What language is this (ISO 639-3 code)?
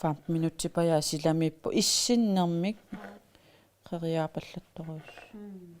kal